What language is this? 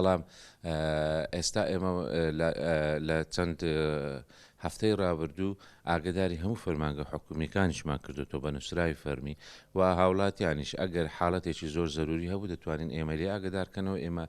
Central Kurdish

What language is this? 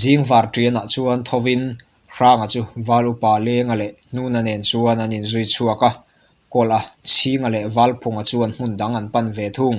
Mizo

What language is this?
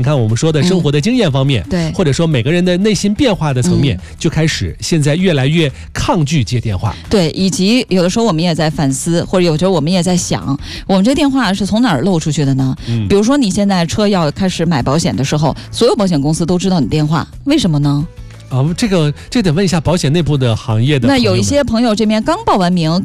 Chinese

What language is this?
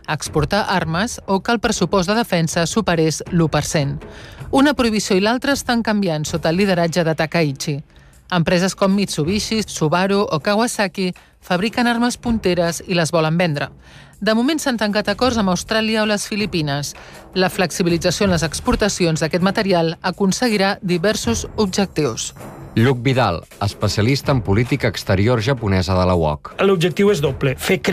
Catalan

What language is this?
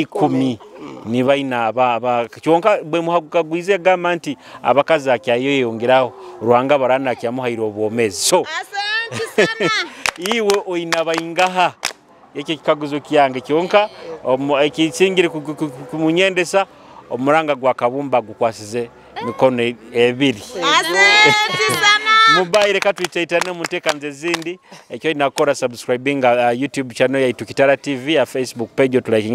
Nyoro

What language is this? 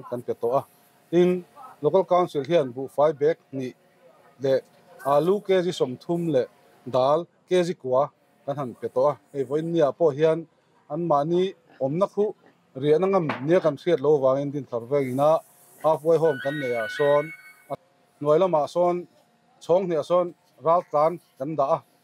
Mizo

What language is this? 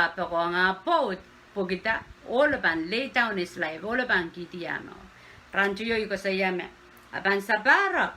Pohnpeian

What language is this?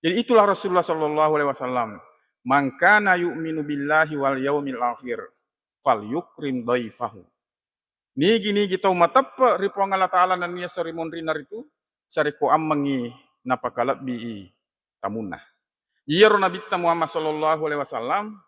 Buginese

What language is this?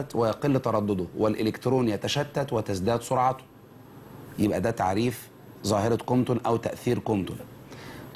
Egyptian Arabic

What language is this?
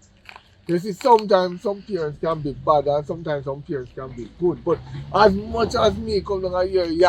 Jamaican Creole English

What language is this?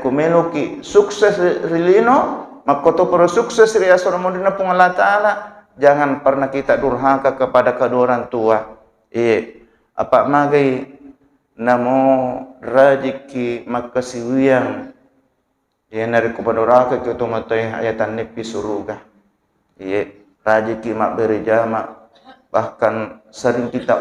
Buginese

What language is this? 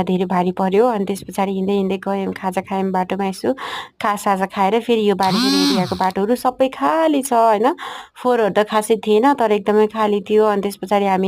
Nepali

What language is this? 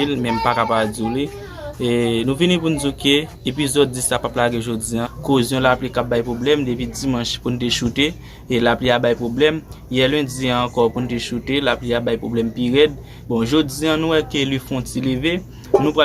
Haitian Creole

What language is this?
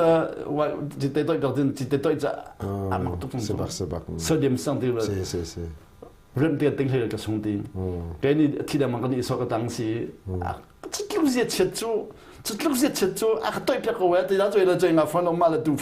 Hakha Chin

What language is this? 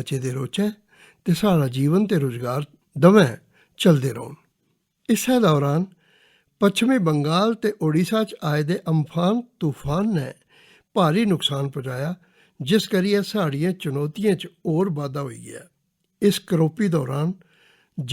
Dogri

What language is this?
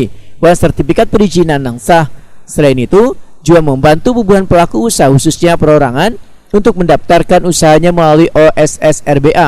Banjar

